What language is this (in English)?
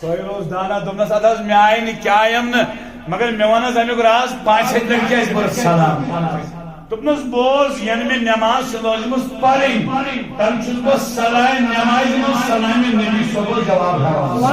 Kashmiri